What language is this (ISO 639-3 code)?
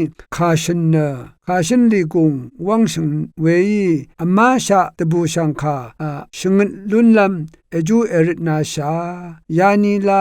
raw